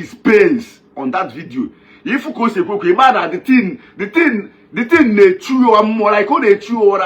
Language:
Igbo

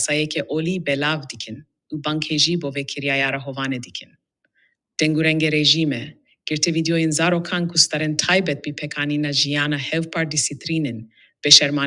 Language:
Kurdish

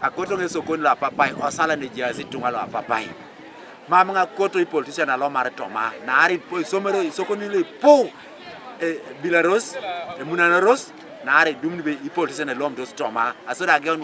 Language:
Teso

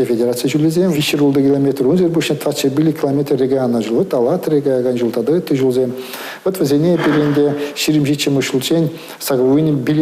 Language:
Chuvash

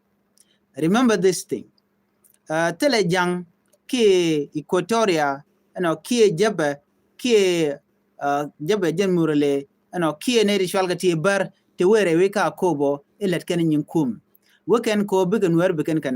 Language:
Nuer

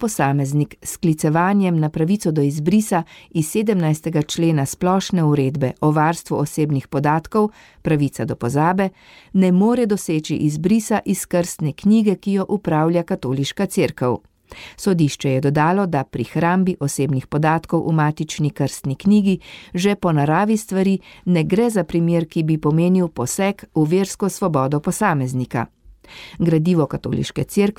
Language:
Slovenian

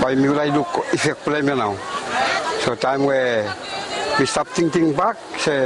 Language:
Bislama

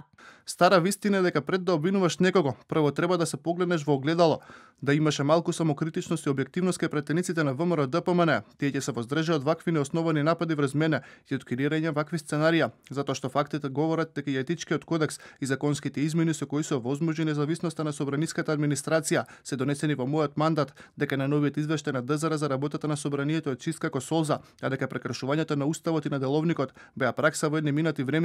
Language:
Macedonian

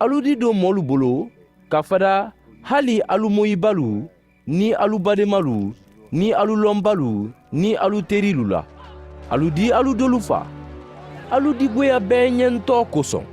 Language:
Mandingo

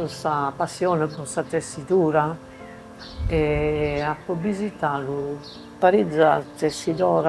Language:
Sardinian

